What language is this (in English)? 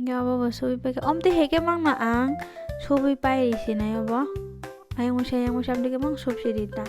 Kok Borok